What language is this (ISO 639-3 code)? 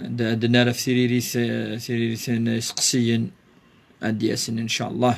kab